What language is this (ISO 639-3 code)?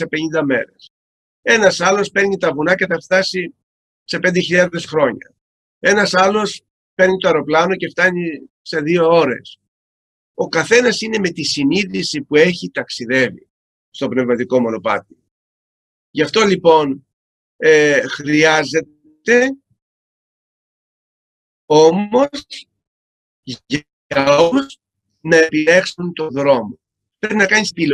ell